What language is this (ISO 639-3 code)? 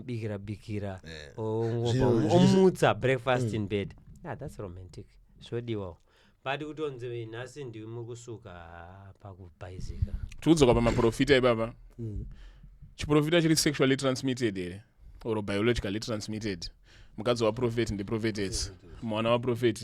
sna